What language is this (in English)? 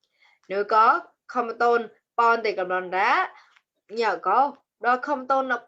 Mon